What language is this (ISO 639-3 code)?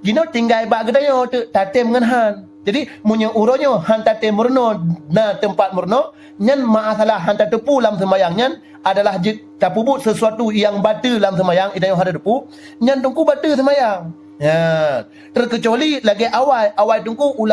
ace